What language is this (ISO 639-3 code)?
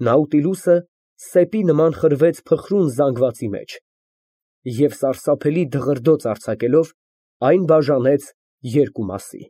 hye